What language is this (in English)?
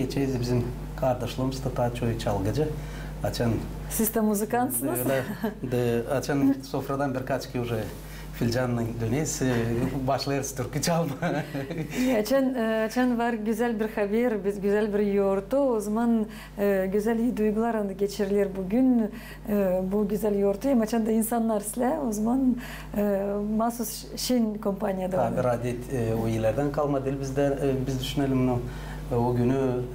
Gagauz